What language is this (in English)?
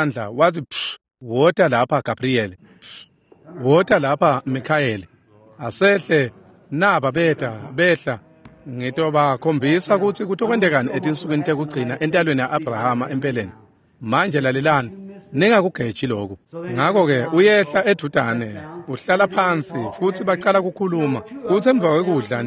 Swati